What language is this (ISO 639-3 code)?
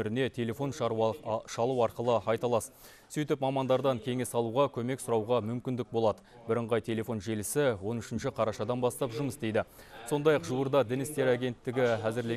kaz